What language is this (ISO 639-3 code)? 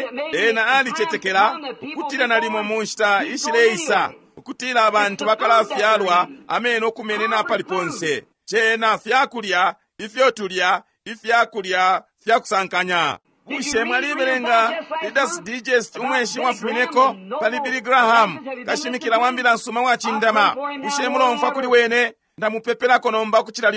bem